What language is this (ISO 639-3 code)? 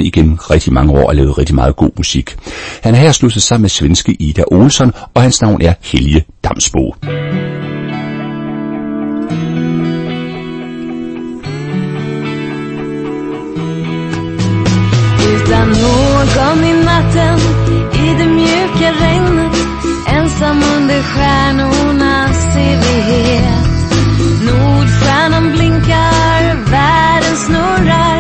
dan